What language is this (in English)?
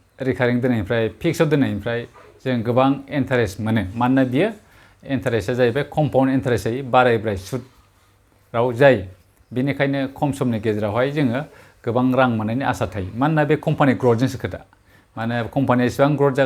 Bodo